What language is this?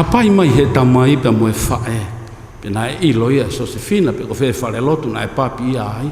Tongan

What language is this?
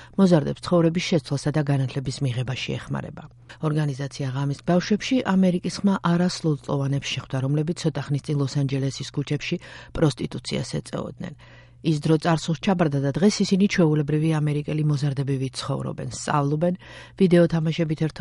Georgian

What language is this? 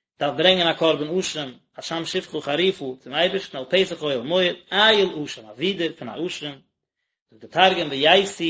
Yiddish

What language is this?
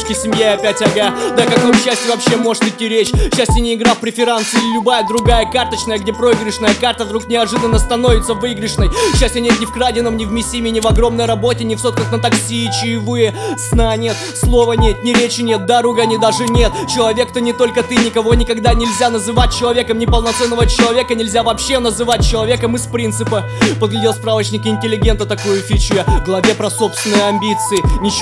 Russian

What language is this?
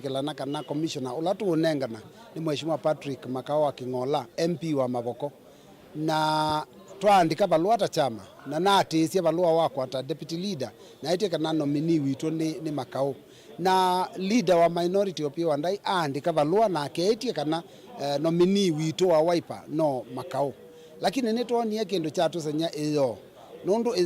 Kamba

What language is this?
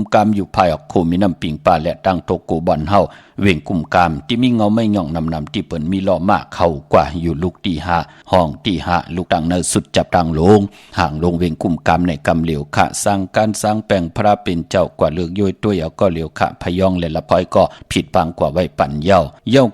Shan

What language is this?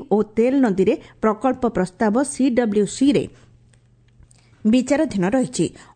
Odia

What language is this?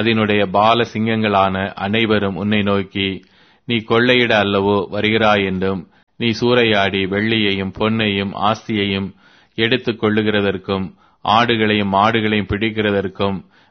Tamil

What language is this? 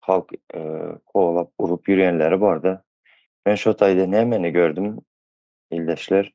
Turkmen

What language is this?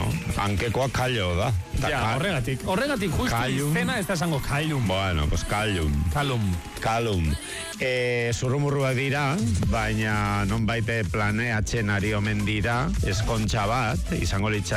Basque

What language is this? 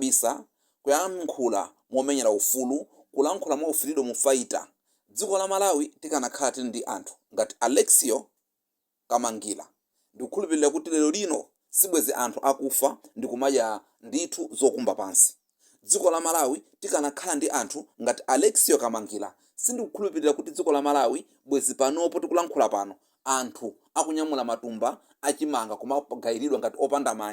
Nyanja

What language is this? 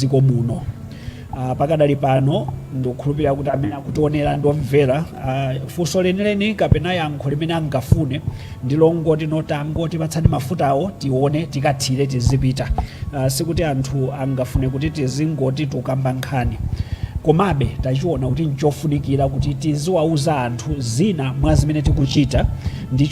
Nyanja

